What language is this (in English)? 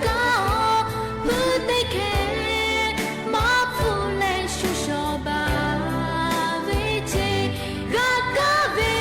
Lahu